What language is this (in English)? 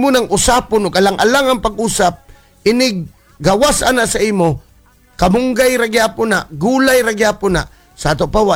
Cebuano